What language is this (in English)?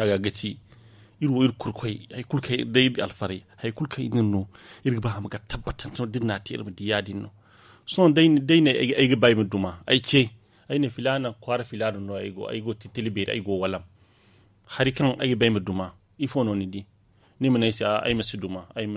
Zarma